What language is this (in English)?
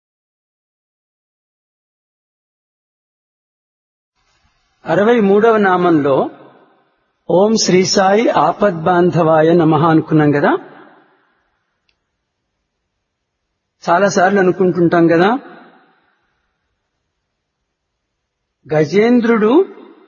Telugu